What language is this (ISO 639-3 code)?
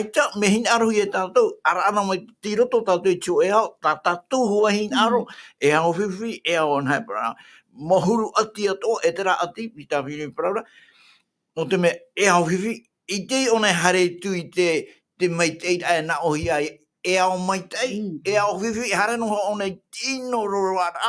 tah